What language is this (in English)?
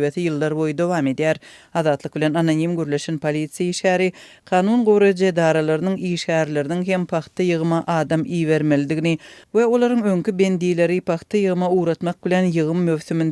Turkmen